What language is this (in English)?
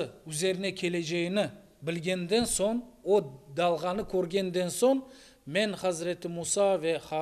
Crimean Tatar